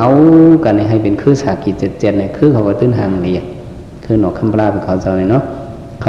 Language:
Shan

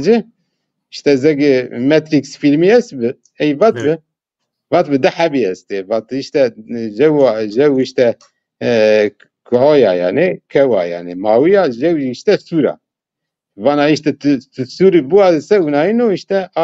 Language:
Zaza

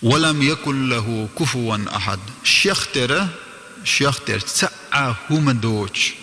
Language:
Chechen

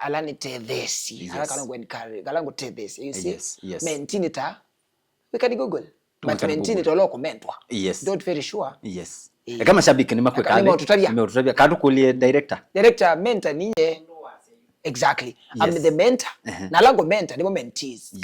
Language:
Kamba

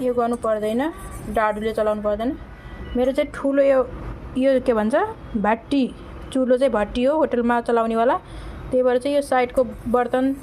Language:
Nepali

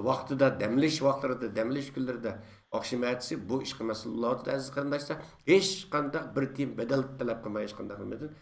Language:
Uyghur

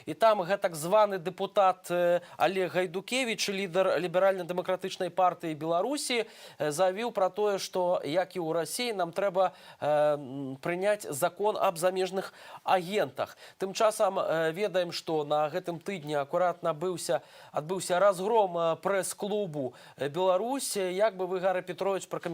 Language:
Belarusian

